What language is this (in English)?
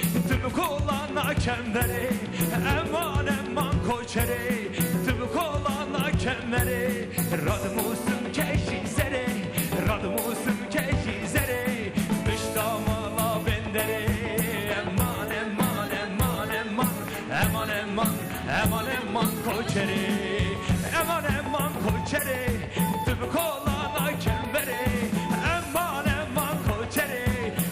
Kurdish